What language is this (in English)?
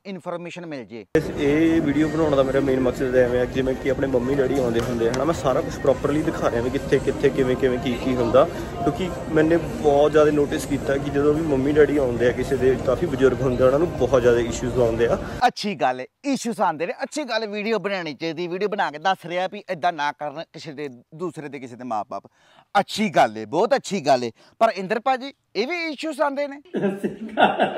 Punjabi